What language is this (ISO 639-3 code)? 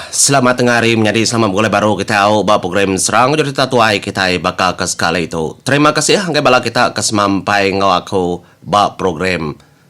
iba